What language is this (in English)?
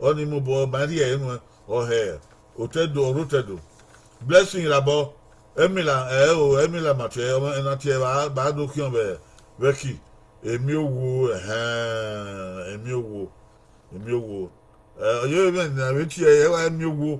Bini